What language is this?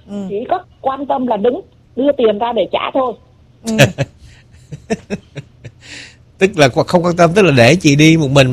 Vietnamese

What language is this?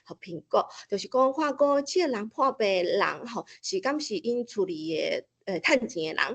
Min Nan Chinese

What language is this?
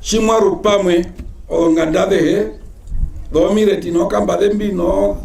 Herero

